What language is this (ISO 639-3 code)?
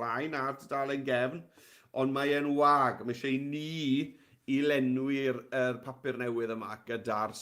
cym